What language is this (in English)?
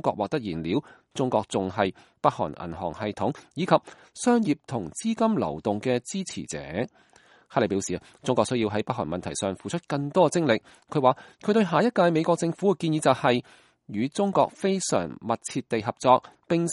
Cantonese